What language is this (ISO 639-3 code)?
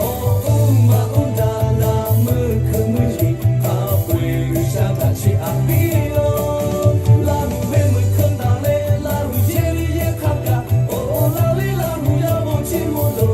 lhu